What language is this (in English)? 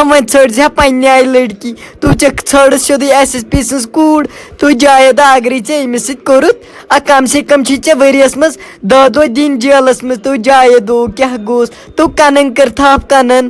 Kashmiri